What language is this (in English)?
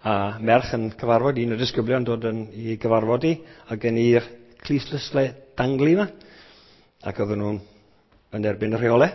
Welsh